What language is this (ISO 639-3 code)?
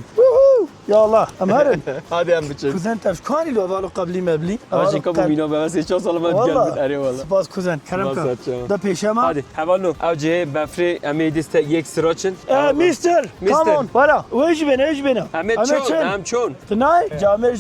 kur